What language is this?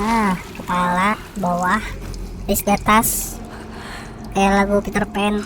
Banjar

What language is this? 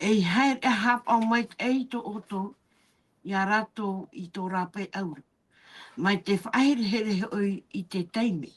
Tahitian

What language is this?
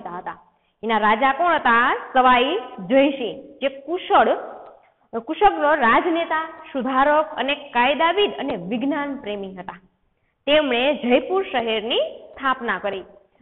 Gujarati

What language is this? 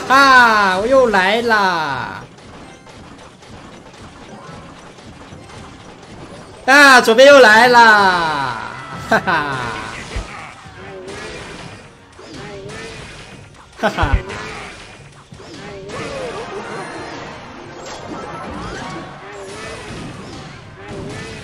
Chinese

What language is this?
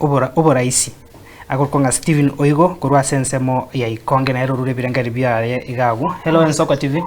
Gusii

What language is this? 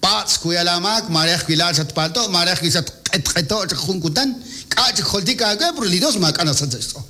Kekchí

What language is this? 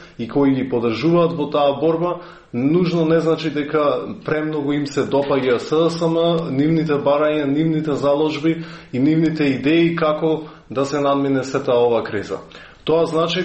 Macedonian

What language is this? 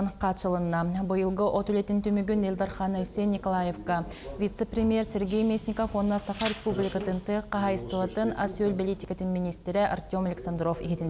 Yakut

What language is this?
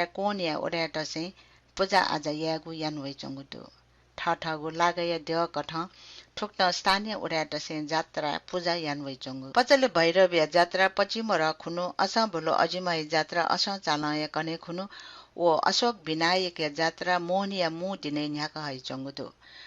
Newari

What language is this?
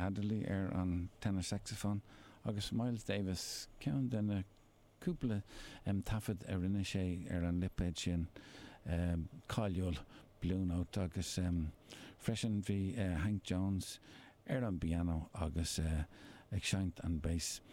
Irish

